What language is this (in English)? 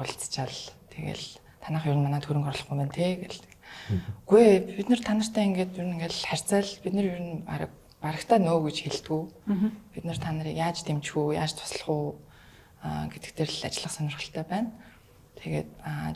Mongolian